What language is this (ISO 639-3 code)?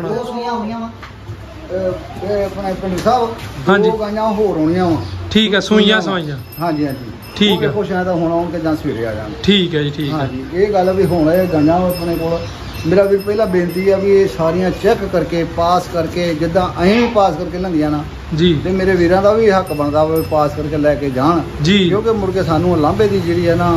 pan